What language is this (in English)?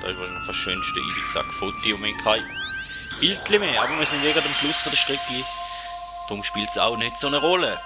Swiss German